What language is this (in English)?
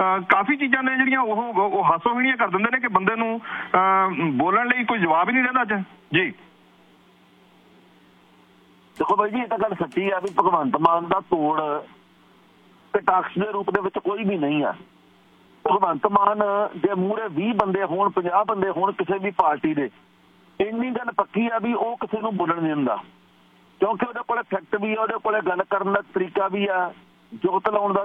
Punjabi